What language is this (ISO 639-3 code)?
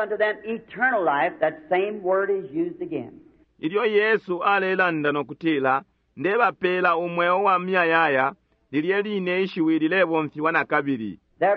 bem